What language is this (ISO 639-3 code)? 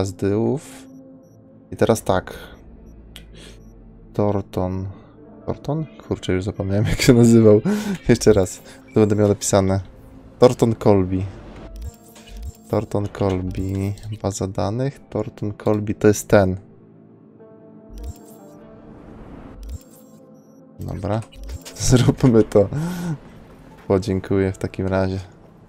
pol